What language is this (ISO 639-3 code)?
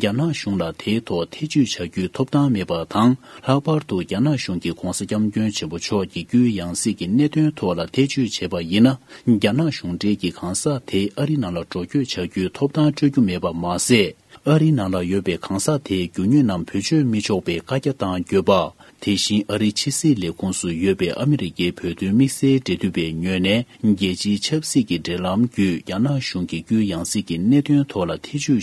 bod